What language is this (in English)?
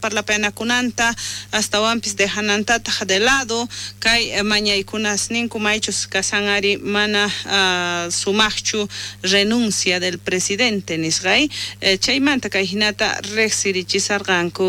South Bolivian Quechua